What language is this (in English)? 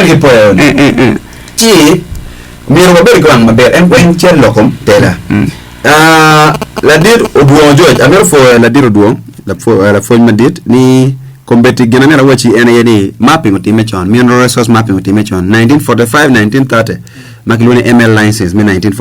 Acoli